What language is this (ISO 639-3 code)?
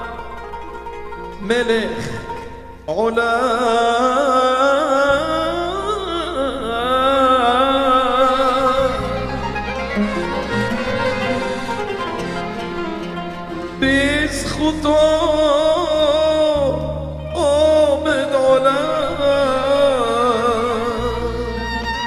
heb